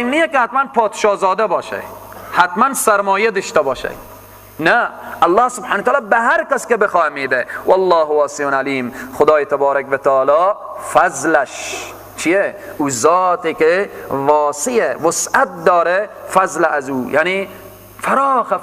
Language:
Persian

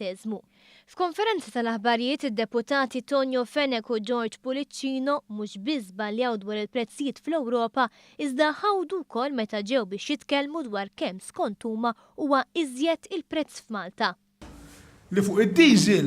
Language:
Maltese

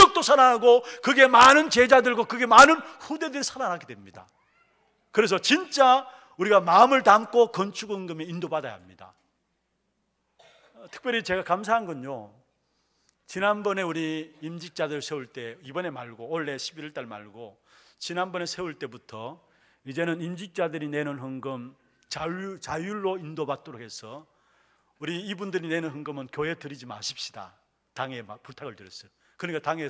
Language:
Korean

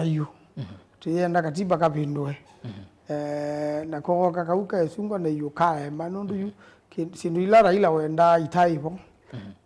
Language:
Kamba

